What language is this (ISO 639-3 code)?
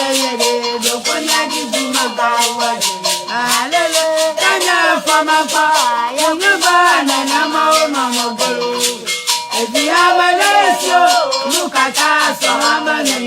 ewe